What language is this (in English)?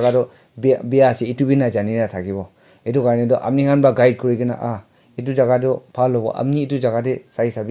Naga Pidgin